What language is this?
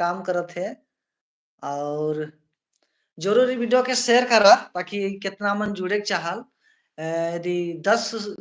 Sadri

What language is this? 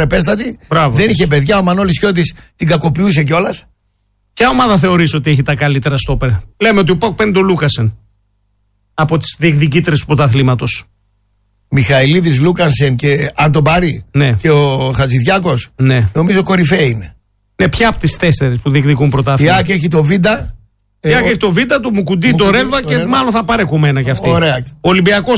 Greek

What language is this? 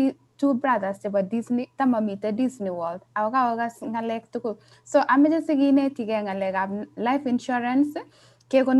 Kalenjin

